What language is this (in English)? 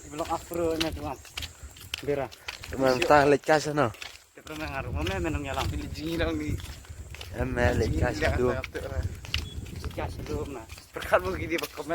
Khasi